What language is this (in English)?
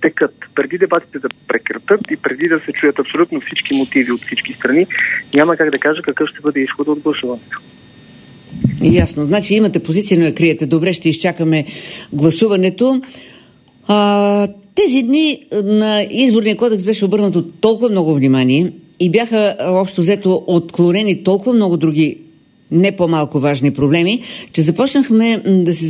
Bulgarian